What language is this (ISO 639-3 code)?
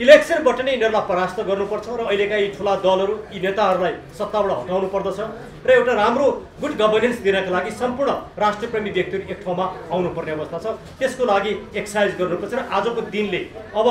nep